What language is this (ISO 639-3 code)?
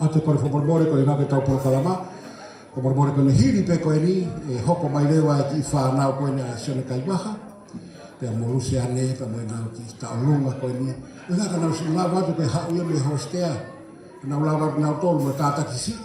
ton